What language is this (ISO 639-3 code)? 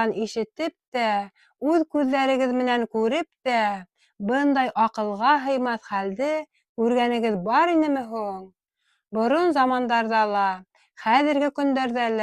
bak